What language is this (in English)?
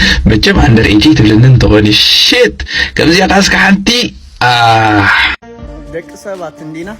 Tigrinya